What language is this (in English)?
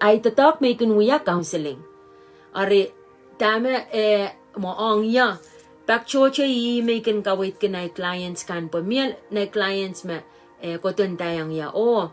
Pohnpeian